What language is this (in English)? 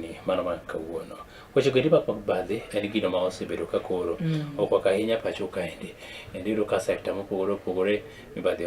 Luo (Kenya and Tanzania)